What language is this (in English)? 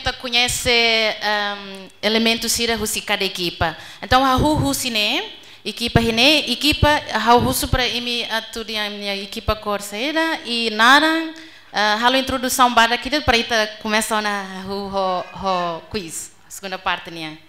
Tetum